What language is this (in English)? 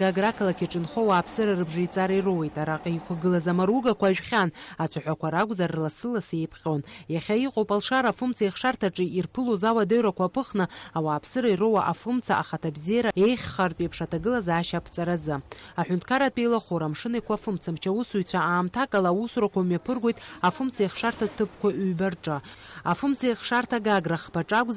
Abkhazian